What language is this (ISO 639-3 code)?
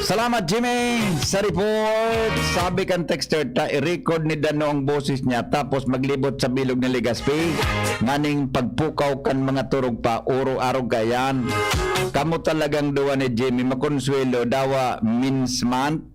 bik